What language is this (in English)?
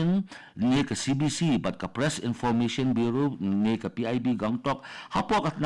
Khasi